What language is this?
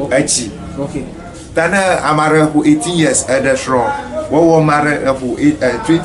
Ewe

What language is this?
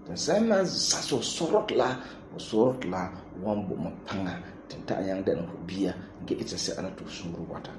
Frafra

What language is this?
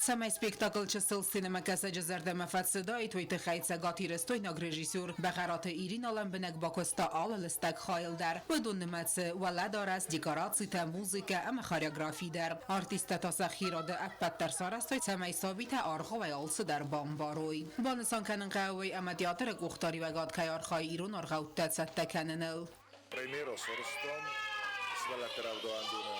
Ossetic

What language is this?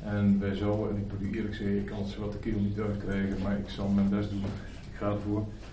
Dutch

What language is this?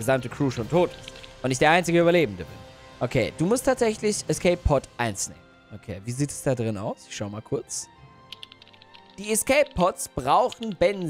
German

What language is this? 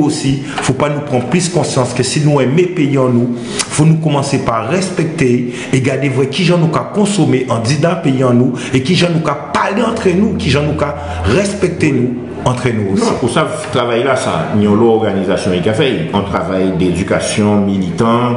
Guadeloupean Creole French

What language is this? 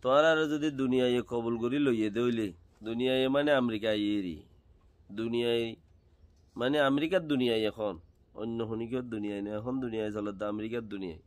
Rohingya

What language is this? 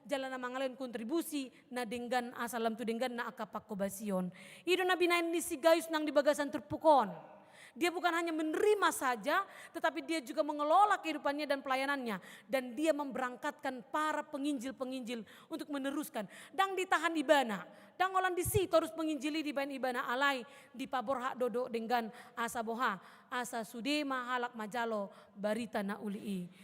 Batak Toba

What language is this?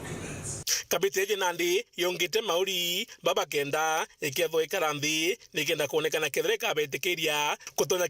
Meru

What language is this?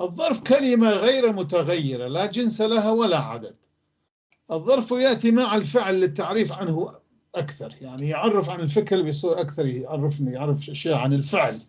North Levantine Arabic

